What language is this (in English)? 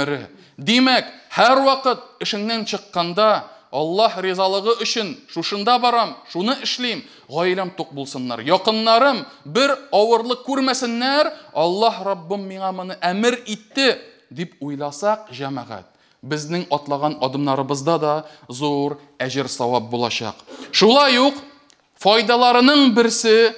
Tatar